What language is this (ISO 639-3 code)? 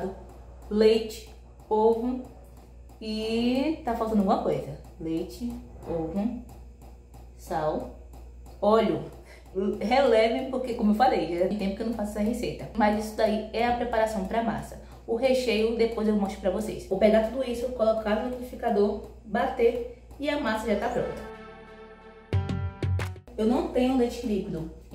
por